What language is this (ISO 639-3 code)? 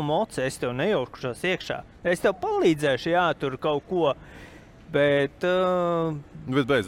lav